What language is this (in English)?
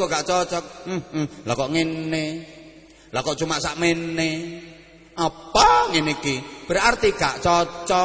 Javanese